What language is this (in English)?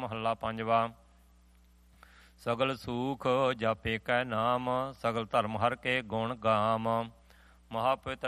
Punjabi